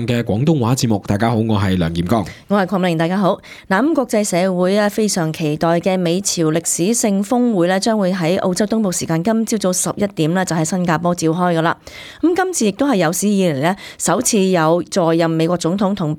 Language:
Cantonese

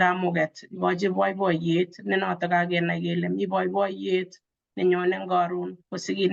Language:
Kalenjin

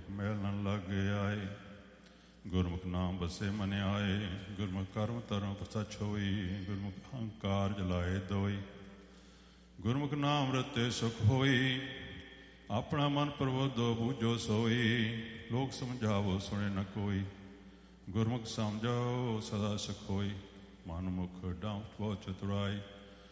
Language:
Punjabi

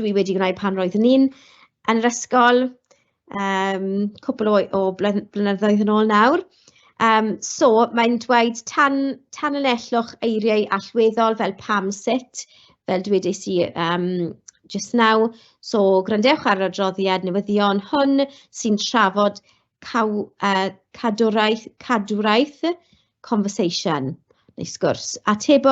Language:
Welsh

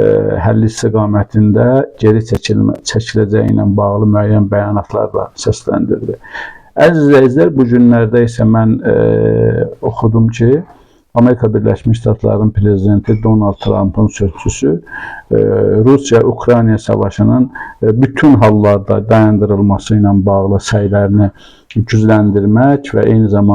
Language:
Azerbaijani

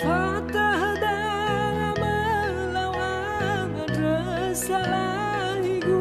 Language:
Nias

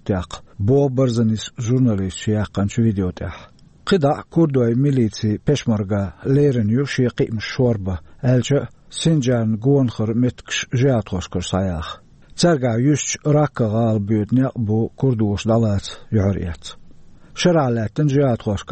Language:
Chechen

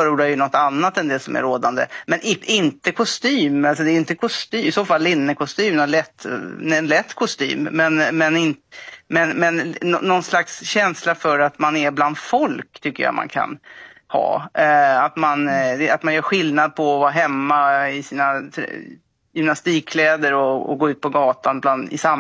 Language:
Swedish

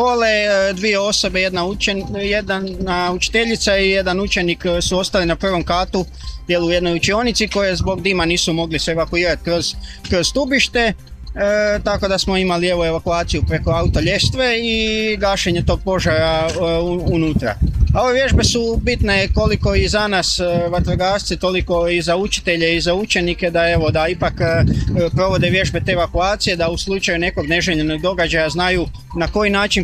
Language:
Croatian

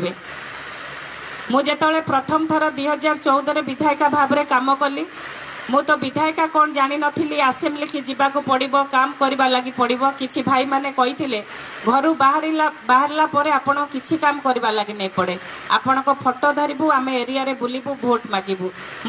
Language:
Odia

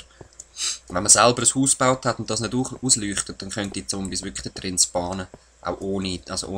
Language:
Swiss German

